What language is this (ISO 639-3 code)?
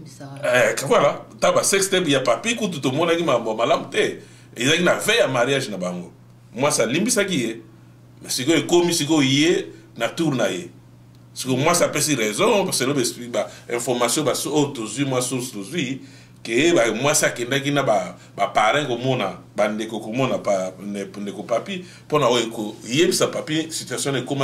lin